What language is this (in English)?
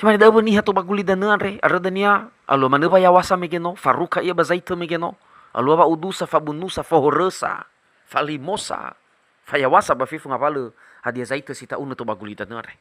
Nias